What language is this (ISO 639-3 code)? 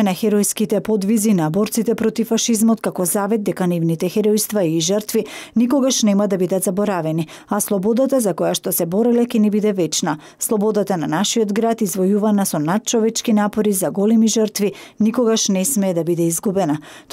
mkd